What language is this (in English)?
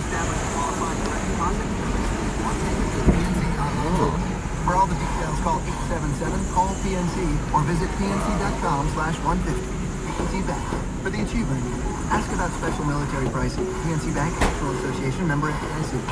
English